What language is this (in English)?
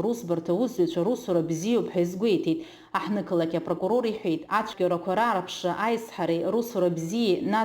Abkhazian